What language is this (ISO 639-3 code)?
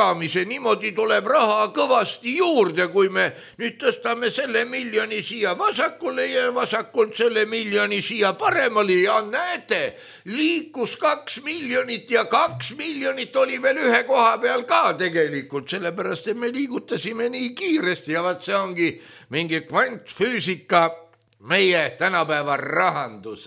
est